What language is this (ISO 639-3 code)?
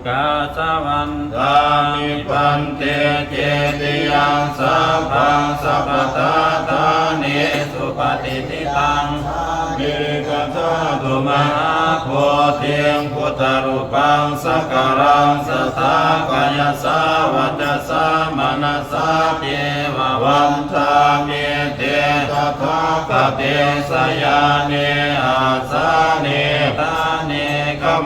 pli